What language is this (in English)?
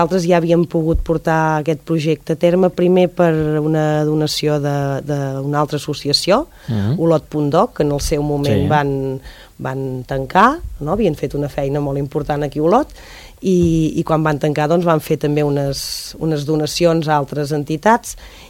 Catalan